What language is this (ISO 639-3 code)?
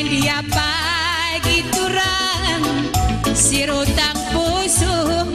btx